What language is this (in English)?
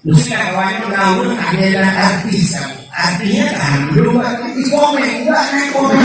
Achinese